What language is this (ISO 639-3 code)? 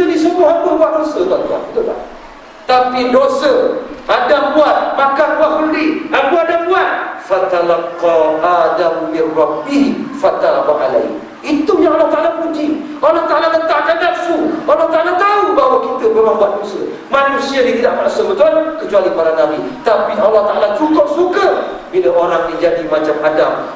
msa